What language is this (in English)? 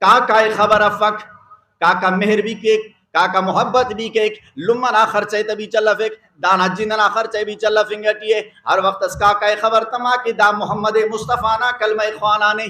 Brahui